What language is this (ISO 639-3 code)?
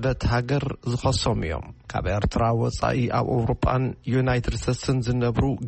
tir